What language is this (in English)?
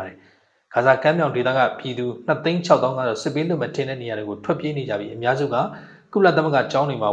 Burmese